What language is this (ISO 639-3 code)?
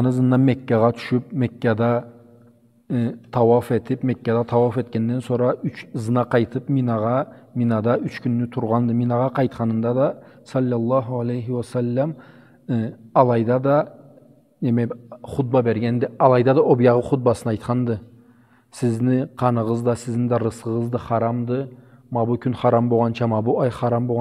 krc